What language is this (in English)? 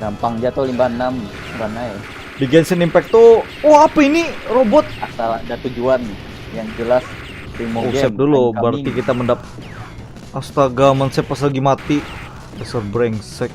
Banjar